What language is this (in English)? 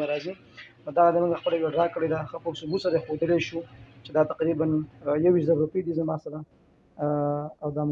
Pashto